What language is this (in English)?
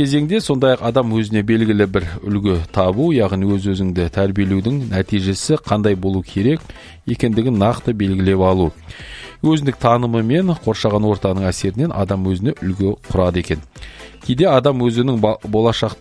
Kazakh